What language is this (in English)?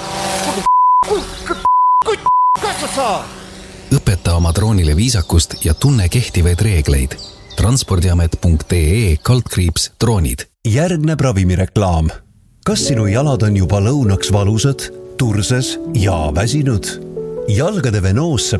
Estonian